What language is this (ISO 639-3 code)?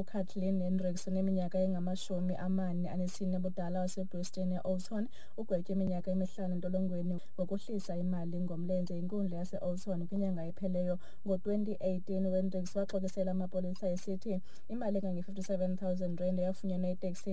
xho